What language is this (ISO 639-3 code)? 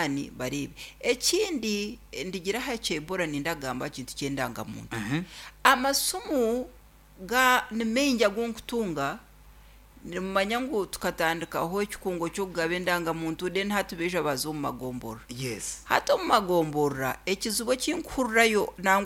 nyn